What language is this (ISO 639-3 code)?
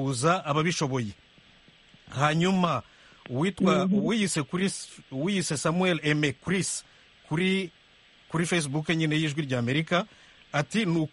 kin